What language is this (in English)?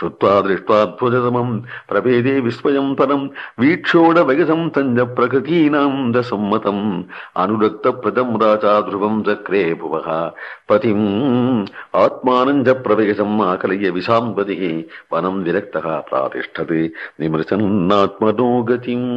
Sanskrit